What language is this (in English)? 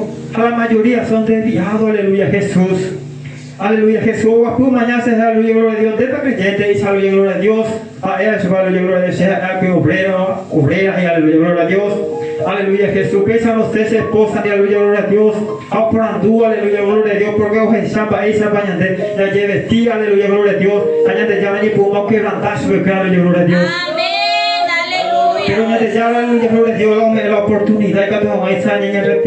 Guarani